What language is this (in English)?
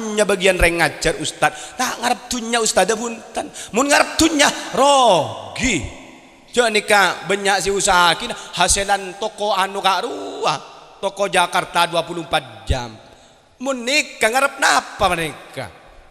Madurese